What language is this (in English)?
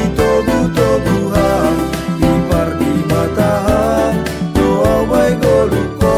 Batak Simalungun